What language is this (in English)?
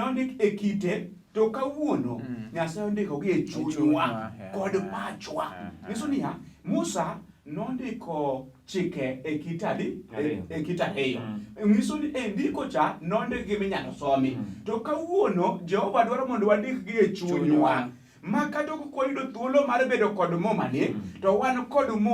Luo (Kenya and Tanzania)